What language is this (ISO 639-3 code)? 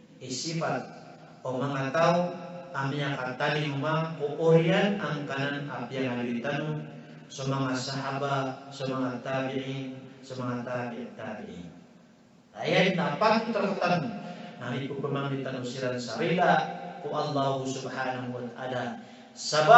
mrw